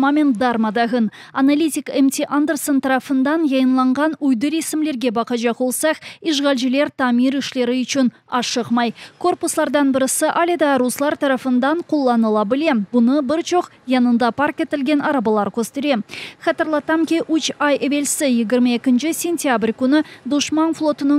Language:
Crimean Tatar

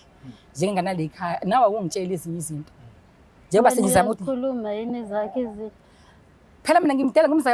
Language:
Zulu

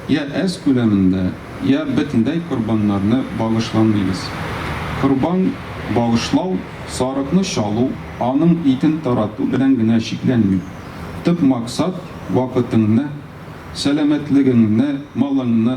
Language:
Tatar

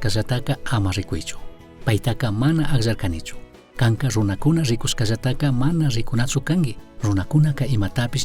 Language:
Chimborazo Highland Quichua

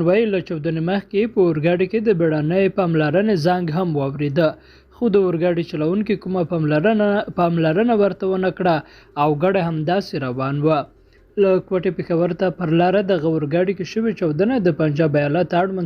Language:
Pashto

